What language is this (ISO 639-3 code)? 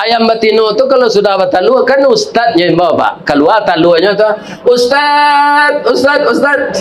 min